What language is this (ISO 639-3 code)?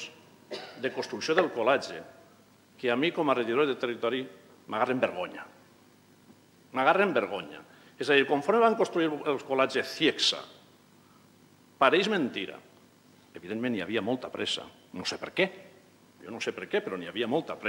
cat